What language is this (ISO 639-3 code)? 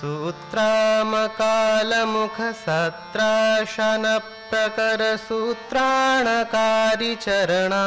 san